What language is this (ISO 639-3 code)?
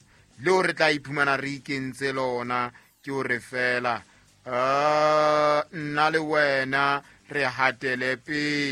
sot